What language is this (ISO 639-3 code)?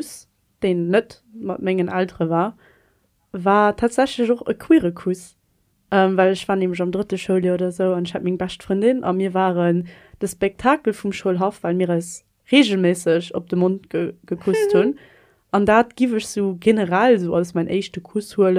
ltz